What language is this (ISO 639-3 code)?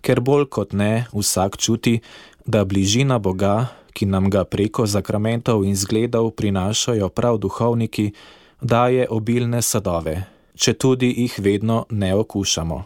slv